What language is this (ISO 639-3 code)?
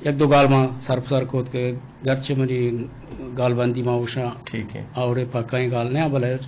bgp